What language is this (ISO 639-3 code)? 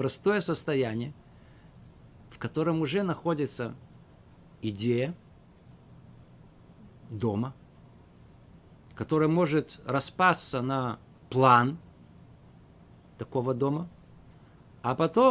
rus